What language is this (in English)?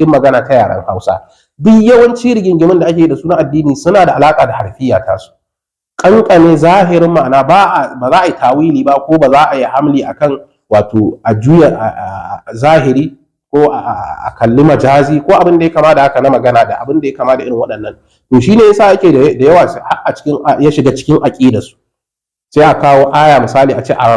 Hausa